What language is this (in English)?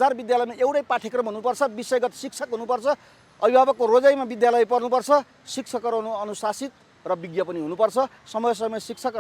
Nepali